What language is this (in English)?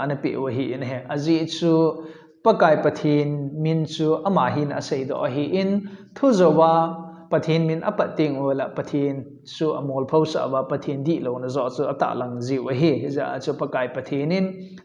Thado Chin